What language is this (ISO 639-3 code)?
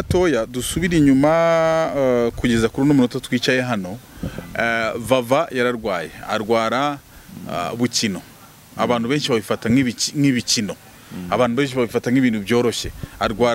kin